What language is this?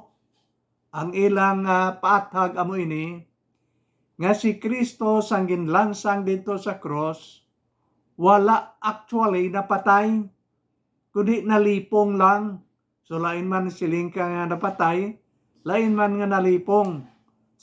Hiligaynon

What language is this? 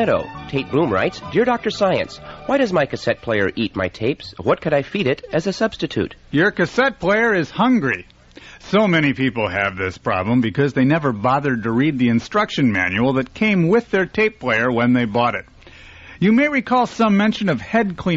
English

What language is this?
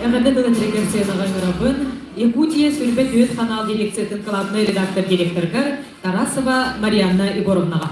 Yakut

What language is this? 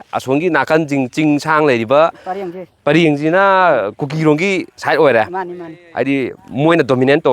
Manipuri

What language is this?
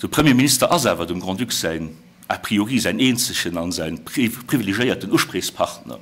Luxembourgish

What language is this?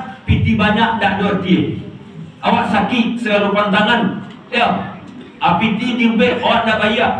Minangkabau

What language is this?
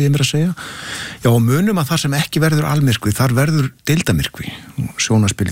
Icelandic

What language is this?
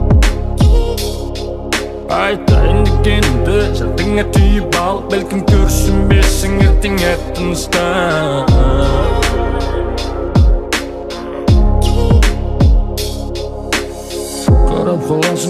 Kazakh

